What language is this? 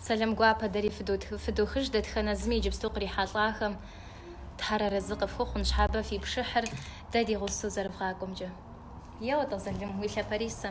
Kabardian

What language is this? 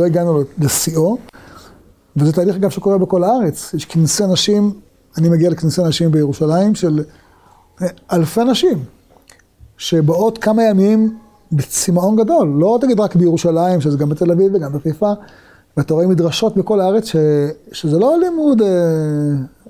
Hebrew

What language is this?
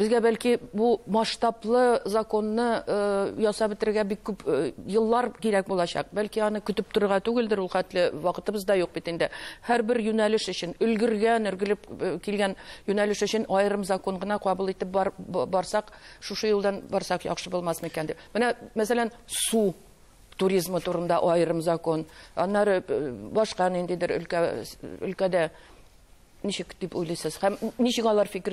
Tatar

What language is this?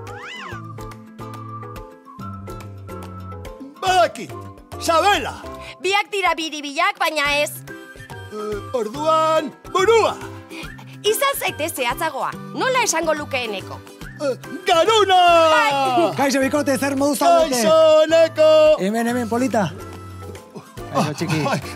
Basque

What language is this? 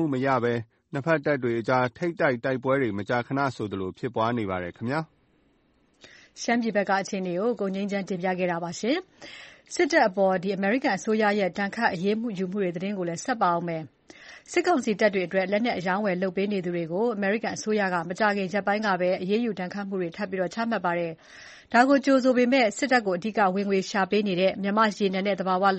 Burmese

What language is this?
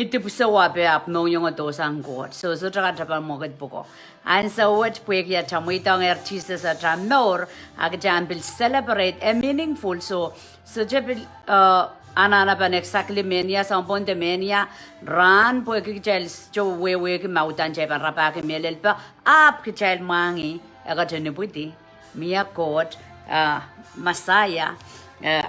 Pohnpeian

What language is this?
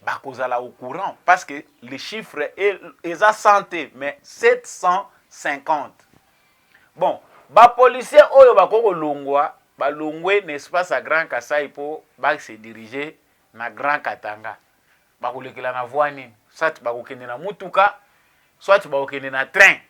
Lingala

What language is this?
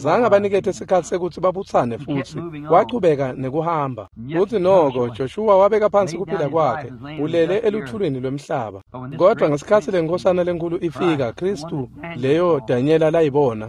Swati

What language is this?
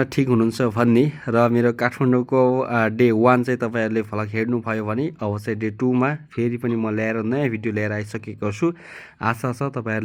Nepali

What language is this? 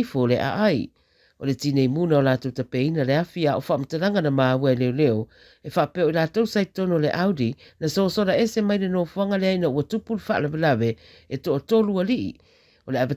Samoan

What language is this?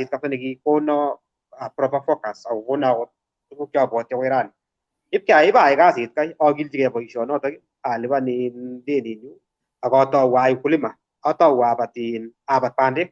Kalenjin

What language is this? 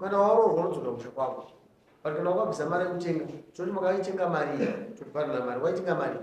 Shona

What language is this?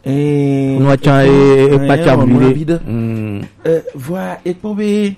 Gen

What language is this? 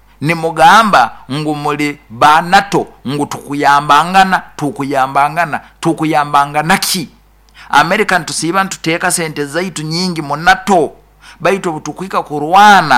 Nyoro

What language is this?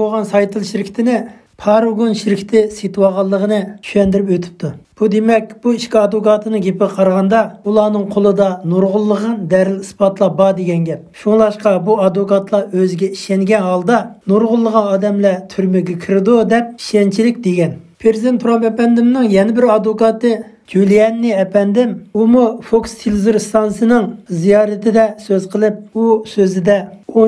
Uyghur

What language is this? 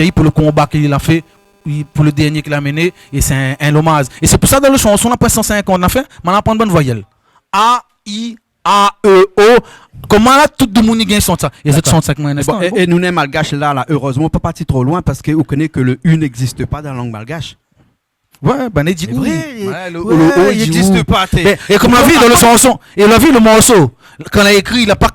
Réunion Creole French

